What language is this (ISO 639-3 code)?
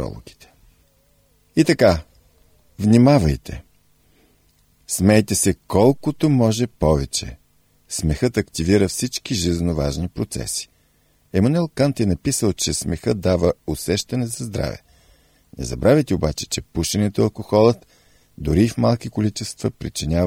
bul